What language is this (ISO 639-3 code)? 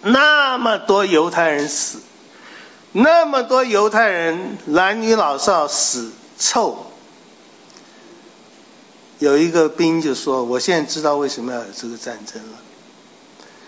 zho